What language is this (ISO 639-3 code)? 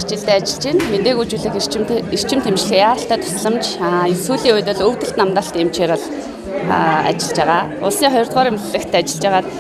mon